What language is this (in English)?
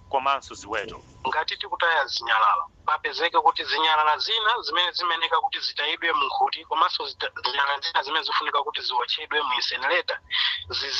Nyanja